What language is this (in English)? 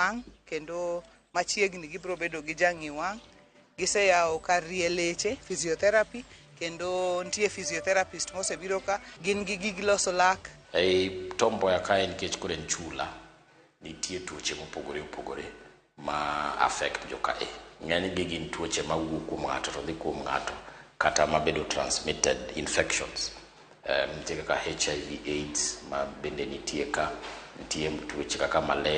Luo (Kenya and Tanzania)